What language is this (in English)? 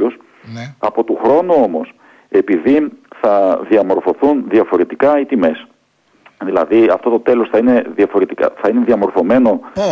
Greek